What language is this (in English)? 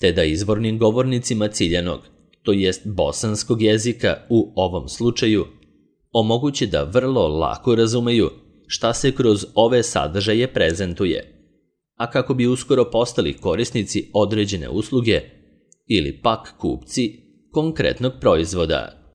Serbian